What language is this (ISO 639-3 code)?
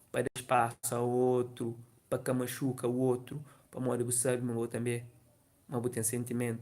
kea